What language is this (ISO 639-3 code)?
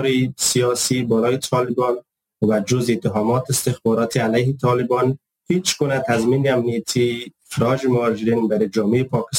fas